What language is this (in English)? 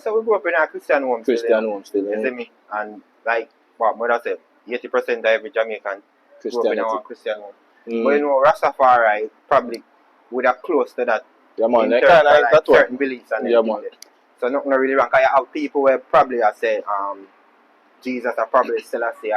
Jamaican Creole English